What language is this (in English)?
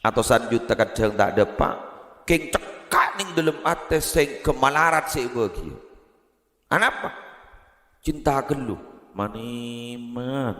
Madurese